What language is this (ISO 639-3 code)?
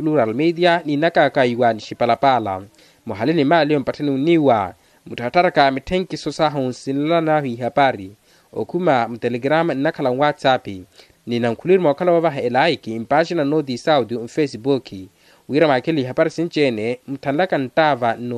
vmw